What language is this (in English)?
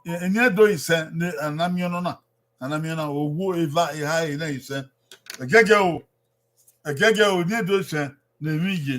Bini